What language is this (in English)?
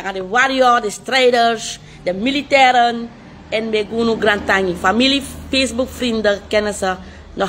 Sranan Tongo